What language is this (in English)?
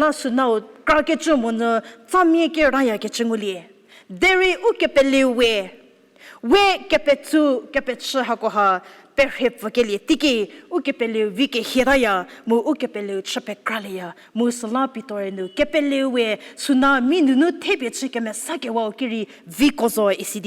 Angami Naga